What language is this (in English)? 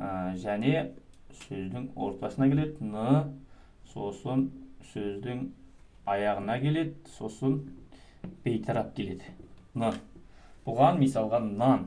Kazakh